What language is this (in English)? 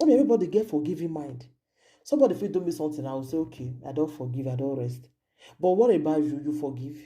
Nigerian Pidgin